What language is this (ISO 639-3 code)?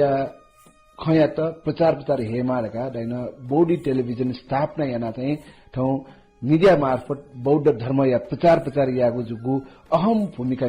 new